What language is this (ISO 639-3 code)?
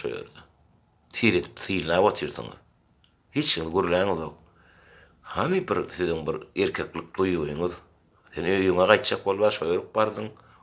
tuk